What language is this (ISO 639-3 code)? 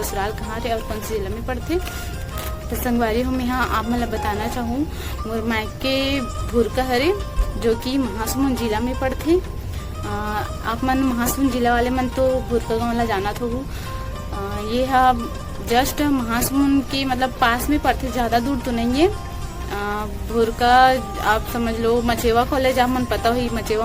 hne